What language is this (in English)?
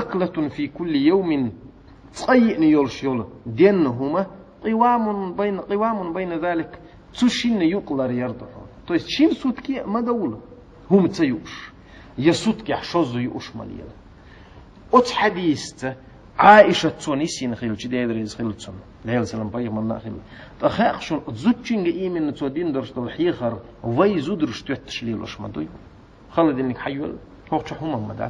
Chechen